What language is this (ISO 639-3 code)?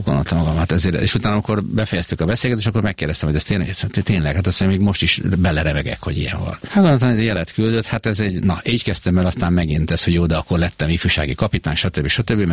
hun